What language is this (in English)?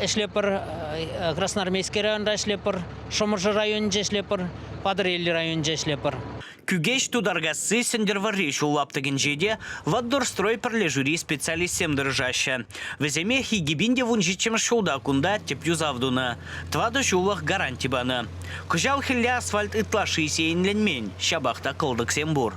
Chuvash